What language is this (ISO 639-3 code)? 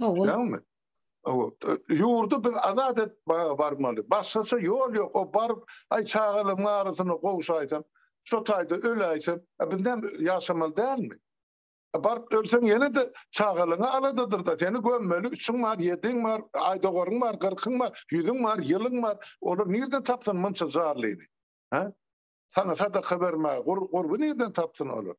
tuk